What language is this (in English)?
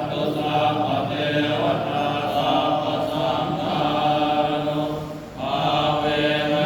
Pali